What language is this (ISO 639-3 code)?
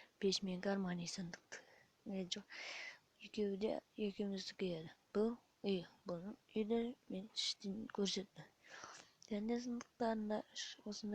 kaz